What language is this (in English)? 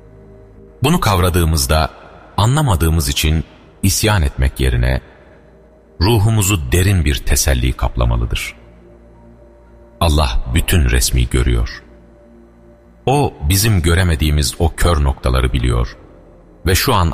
Turkish